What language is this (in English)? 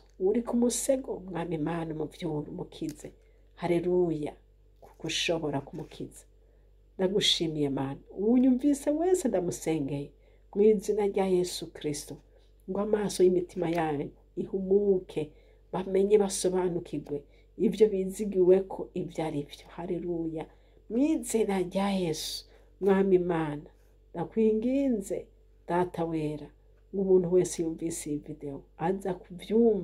Rundi